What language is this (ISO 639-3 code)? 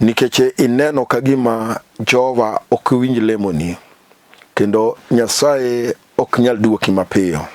luo